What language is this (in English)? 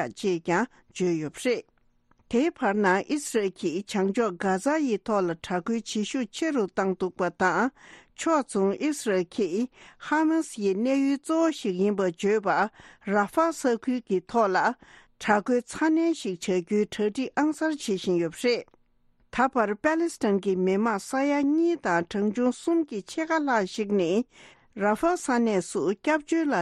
Tibetan